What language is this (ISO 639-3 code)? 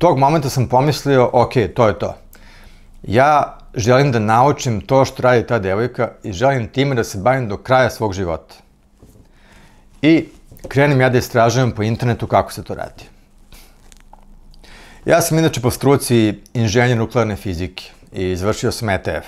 srp